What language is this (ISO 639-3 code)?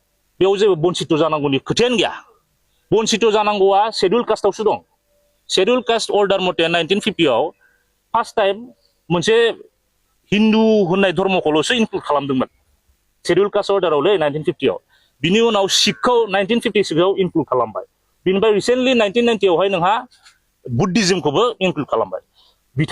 brx